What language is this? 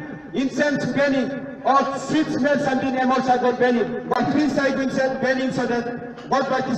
Tok Pisin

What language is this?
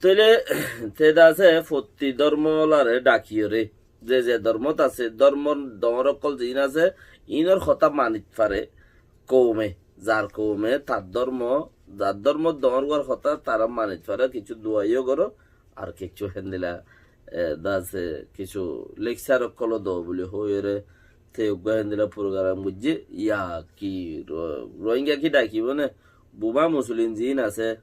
Rohingya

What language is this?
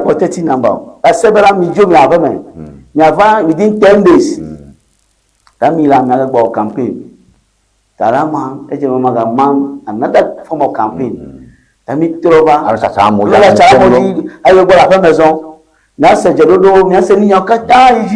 Ewe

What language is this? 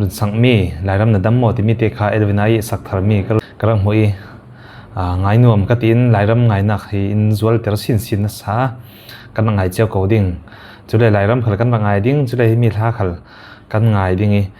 Falam Chin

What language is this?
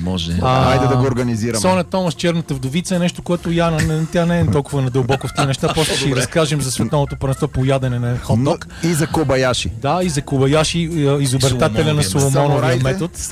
Bulgarian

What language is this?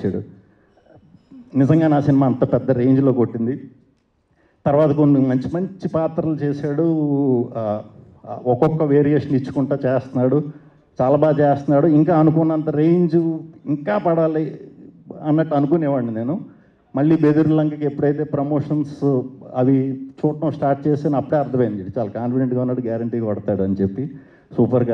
Telugu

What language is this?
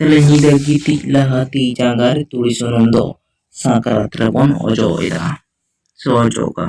Santali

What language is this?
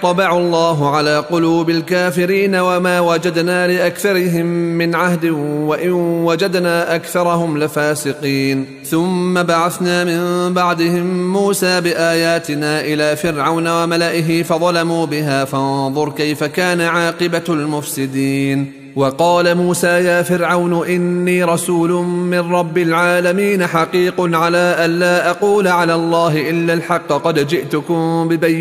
Arabic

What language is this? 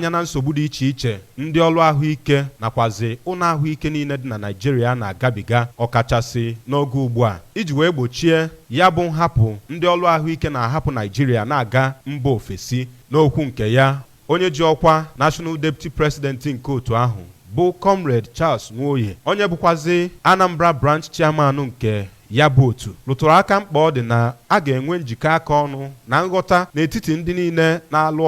Igbo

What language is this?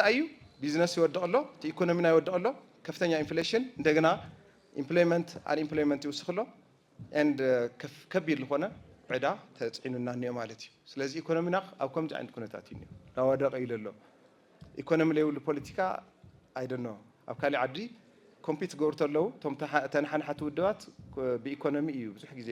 Tigrinya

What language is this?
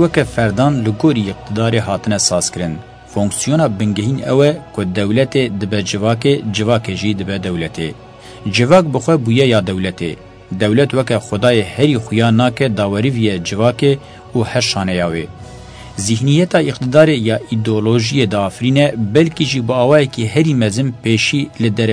Kurdish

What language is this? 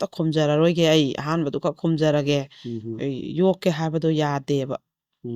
Manipuri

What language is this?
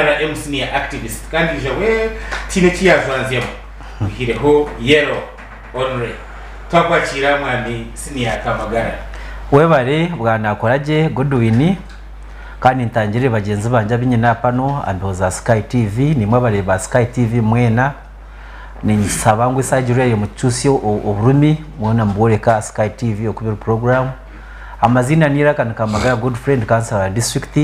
Nyankole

